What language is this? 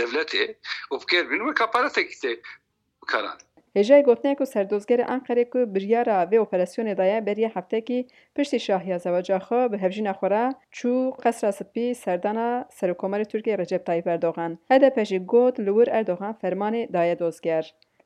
Kurdish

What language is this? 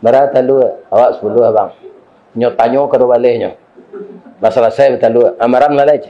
Minangkabau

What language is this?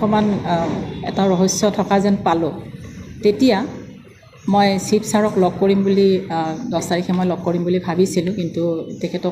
Assamese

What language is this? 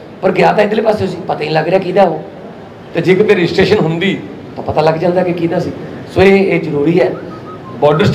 Punjabi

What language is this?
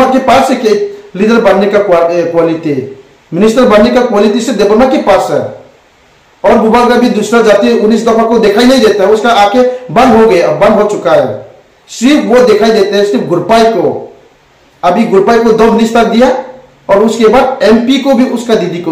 Riang (India)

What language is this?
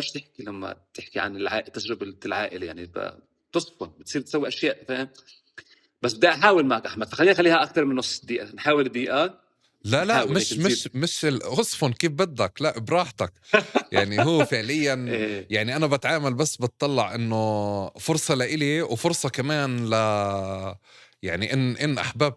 North Levantine Arabic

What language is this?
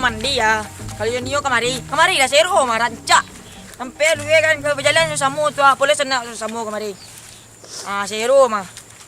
Minangkabau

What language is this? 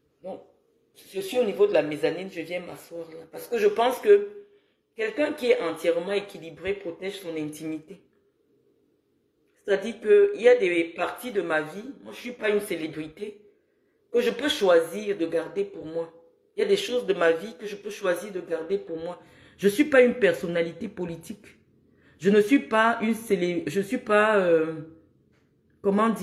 French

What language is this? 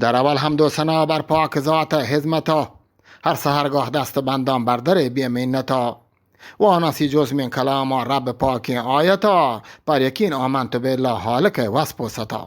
Eastern Balochi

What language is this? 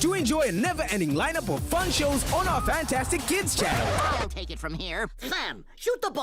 Meru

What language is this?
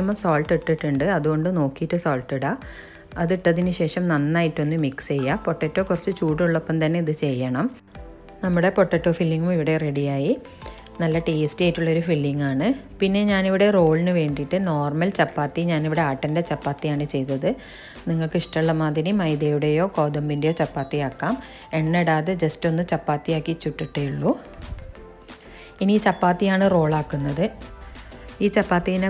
Malayalam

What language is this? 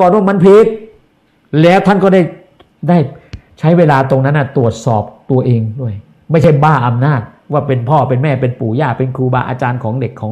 Thai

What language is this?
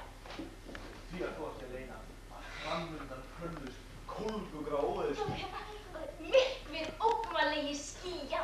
Icelandic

